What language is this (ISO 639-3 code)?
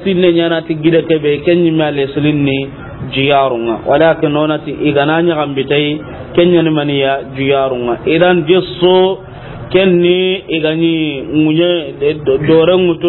snk